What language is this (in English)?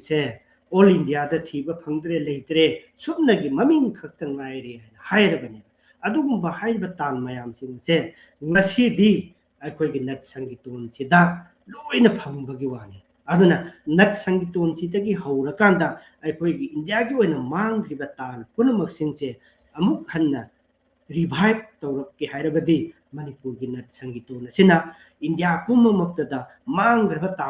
Manipuri